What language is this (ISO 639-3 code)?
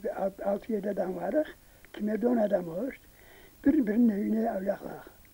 crh